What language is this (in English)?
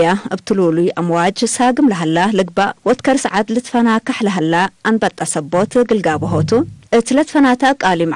Tigre